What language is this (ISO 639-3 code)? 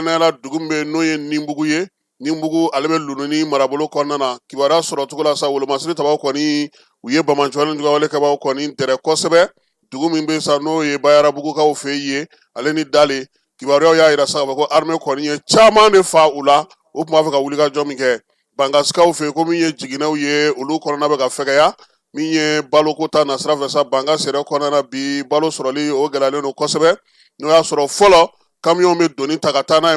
bam